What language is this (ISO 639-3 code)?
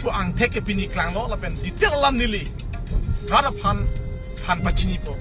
mjw